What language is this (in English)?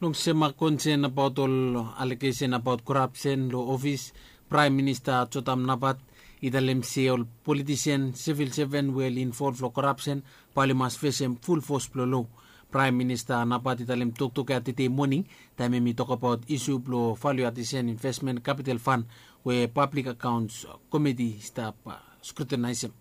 Bislama